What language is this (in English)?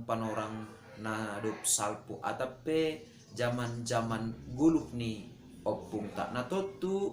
Batak Simalungun